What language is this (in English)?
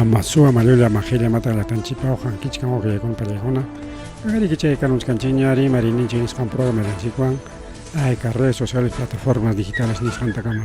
Ayacucho Quechua